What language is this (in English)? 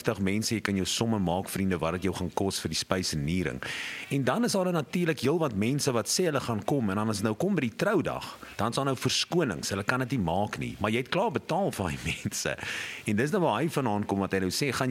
Afrikaans